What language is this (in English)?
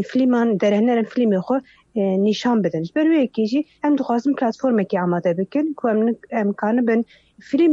Kurdish